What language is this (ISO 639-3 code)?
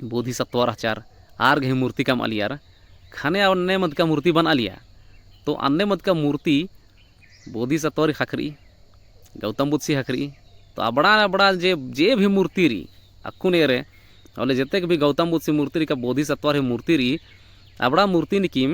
kru